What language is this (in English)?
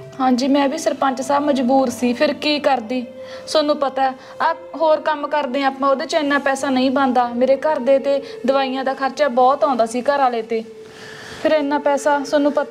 Punjabi